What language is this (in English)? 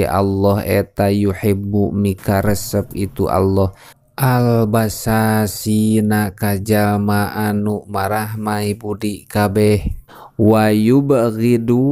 Sundanese